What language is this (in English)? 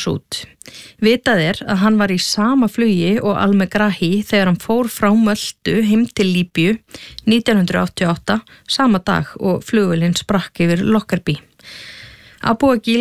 Icelandic